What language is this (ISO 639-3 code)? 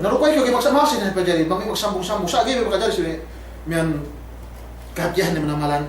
yka